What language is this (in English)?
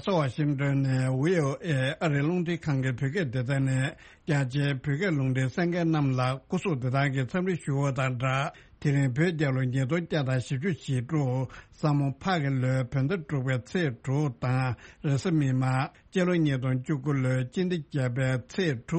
Tibetan